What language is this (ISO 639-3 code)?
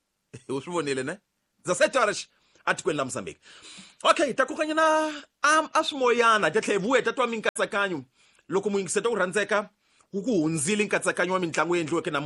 tso